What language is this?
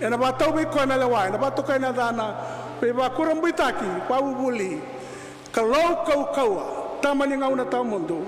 Fijian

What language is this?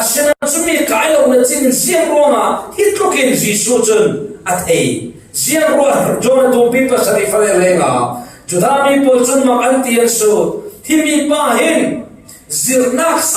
Falam Chin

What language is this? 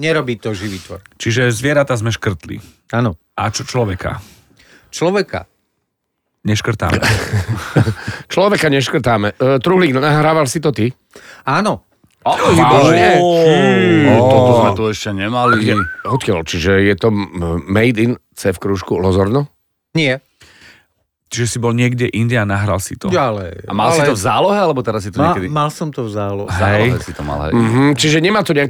Slovak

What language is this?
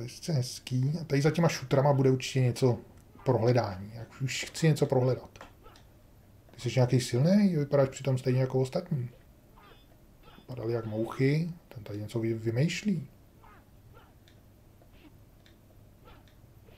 Czech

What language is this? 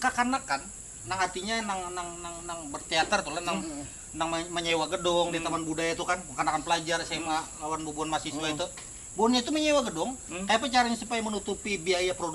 Banjar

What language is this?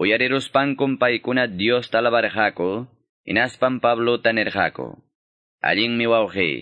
Ayacucho Quechua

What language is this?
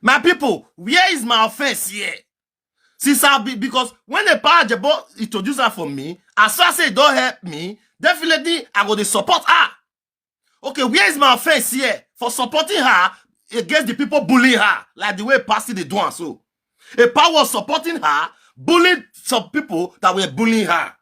Nigerian Pidgin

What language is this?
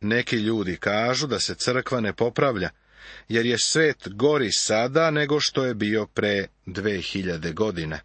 Serbian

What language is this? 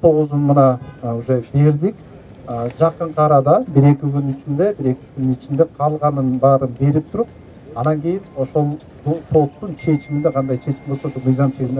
Kyrgyz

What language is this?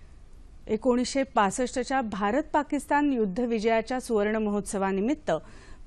Marathi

